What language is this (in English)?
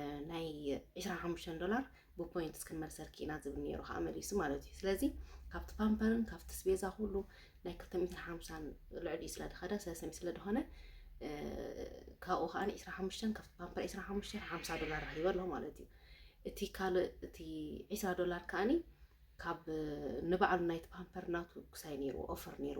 Tigrinya